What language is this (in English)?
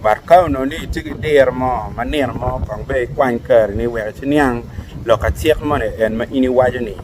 Acoli